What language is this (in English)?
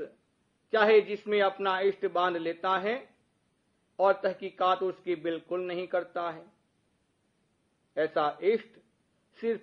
Hindi